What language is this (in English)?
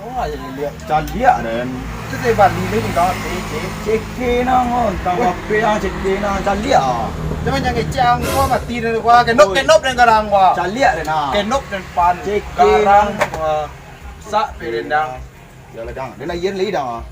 Minangkabau